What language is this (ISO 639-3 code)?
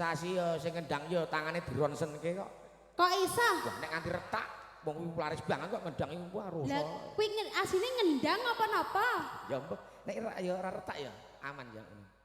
jav